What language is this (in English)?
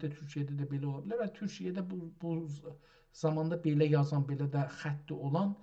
South Azerbaijani